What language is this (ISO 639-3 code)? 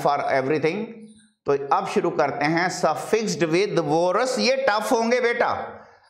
hin